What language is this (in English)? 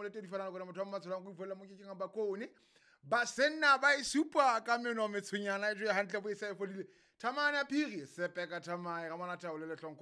Southern Sotho